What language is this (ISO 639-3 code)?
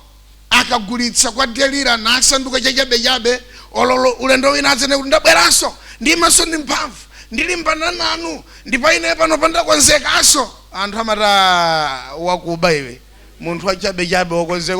nya